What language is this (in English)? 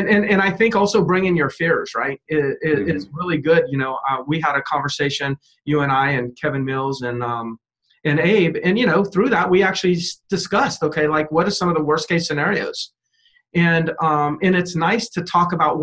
English